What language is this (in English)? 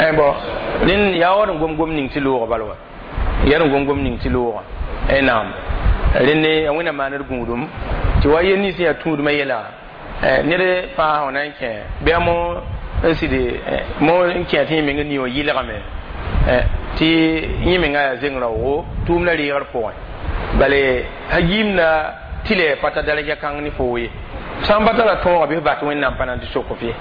Mossi